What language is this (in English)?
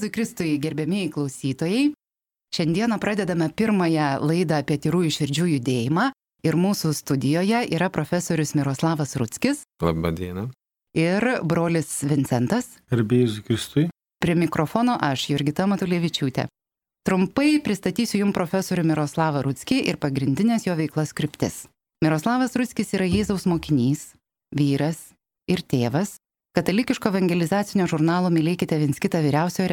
Lithuanian